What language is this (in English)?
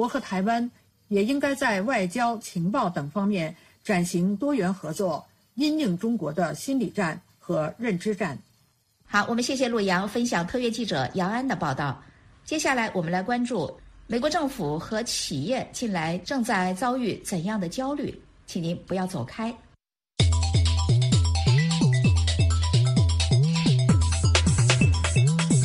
Chinese